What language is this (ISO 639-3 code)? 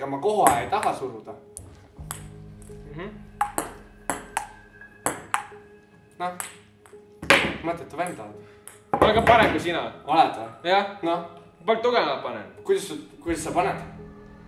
est